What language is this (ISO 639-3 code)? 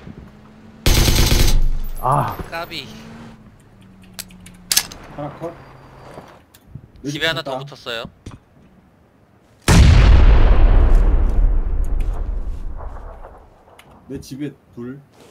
kor